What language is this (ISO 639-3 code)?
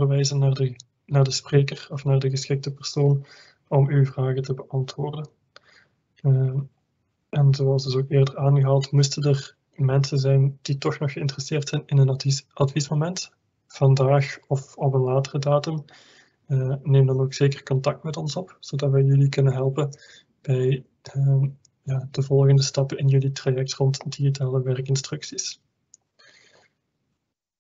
nld